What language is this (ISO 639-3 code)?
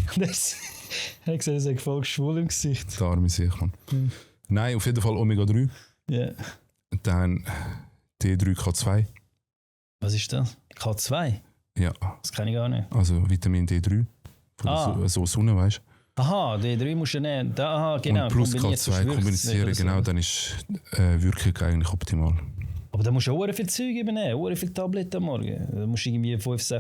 gsw